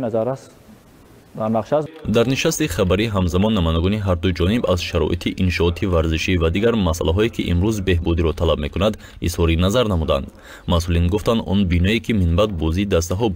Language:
Tajik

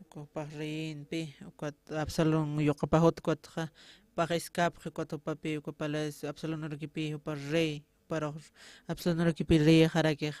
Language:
Aymara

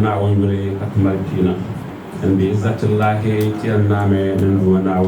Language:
Dagbani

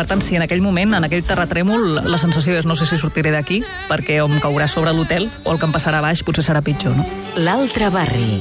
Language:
Catalan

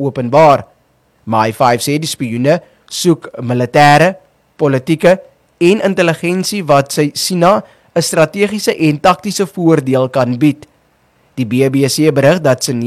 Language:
Afrikaans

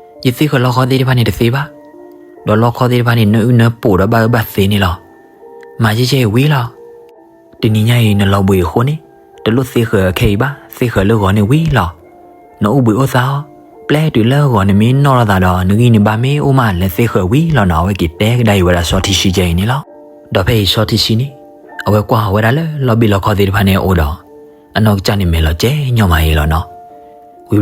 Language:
S'gaw Karen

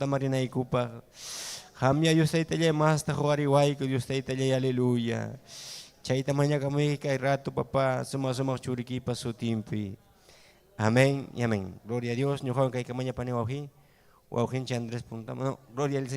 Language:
Ayacucho Quechua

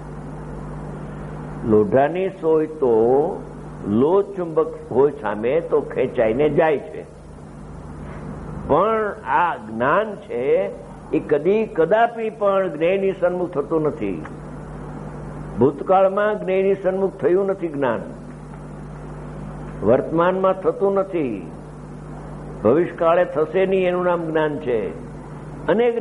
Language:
Gujarati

